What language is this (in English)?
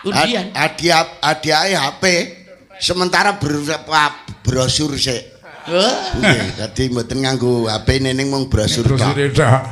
Javanese